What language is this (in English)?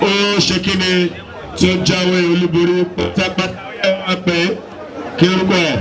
Yoruba